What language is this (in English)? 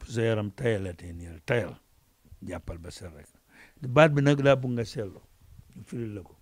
Wolof